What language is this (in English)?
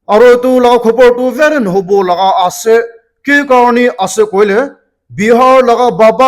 Naga Pidgin